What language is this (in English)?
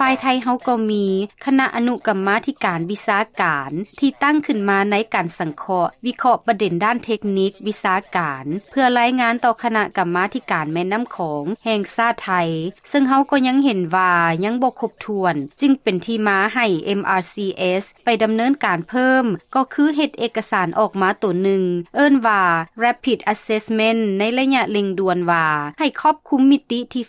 Lao